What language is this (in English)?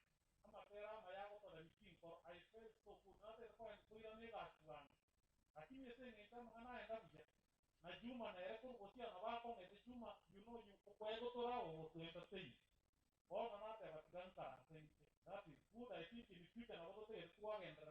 Gusii